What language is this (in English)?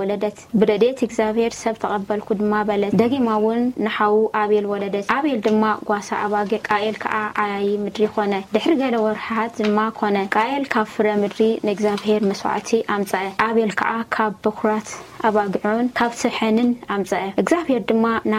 Tigrinya